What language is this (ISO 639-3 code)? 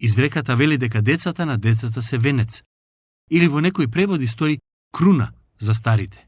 mkd